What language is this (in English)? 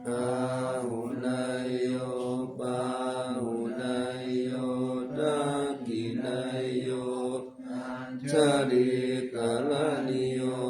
Pali